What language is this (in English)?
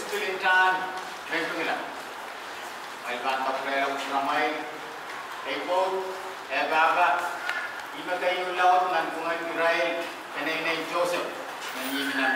Pohnpeian